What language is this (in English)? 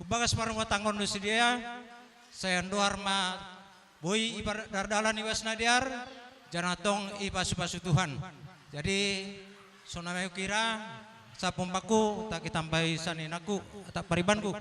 Batak Karo